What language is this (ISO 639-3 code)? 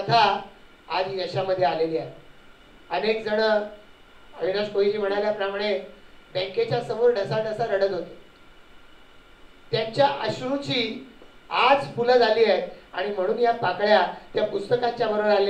mar